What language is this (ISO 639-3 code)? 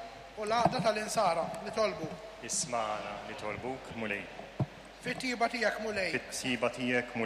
mlt